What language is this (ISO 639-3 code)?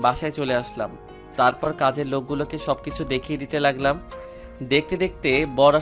ben